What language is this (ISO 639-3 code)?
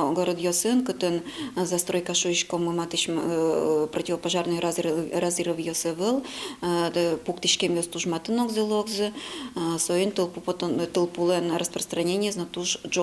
udm